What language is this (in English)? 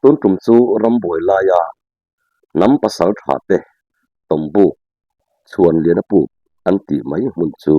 Mizo